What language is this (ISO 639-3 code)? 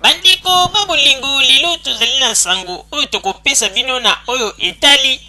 lin